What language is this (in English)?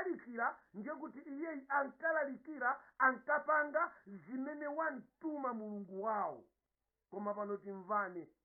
Nyanja